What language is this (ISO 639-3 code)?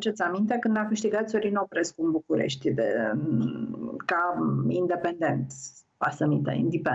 ron